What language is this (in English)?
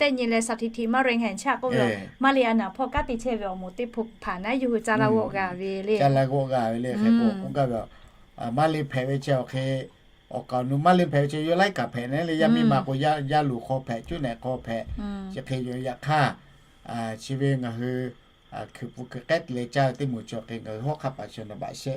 Lahu